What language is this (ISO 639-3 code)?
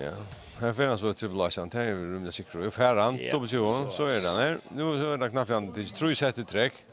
fao